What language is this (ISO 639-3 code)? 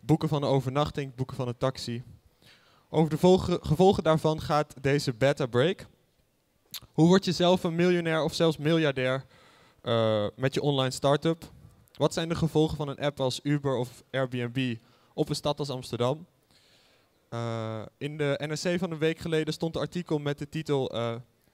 nld